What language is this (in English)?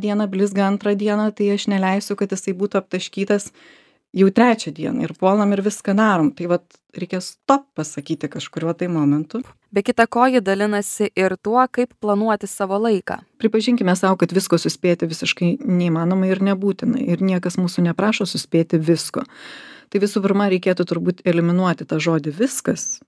Lithuanian